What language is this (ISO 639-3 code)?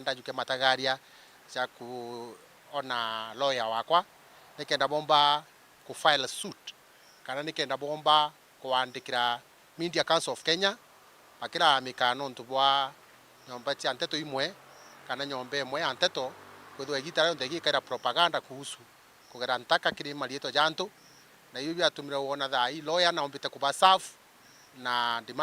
mer